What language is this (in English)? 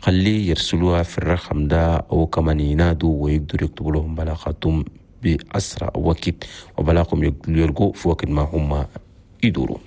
Chadian Arabic